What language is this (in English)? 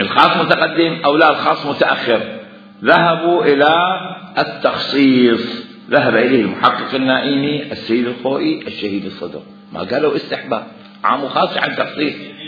Mesopotamian Arabic